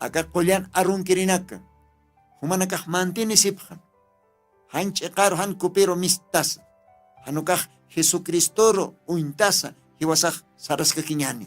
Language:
Aymara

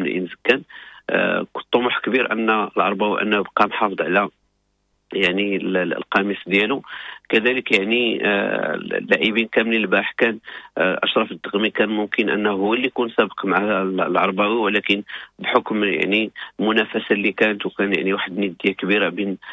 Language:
Moroccan Arabic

